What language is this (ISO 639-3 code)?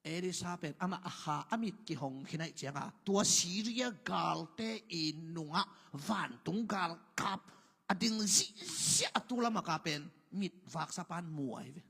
ctd